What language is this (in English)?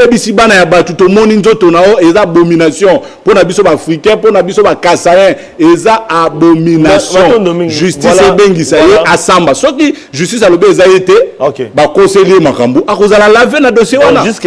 Lingala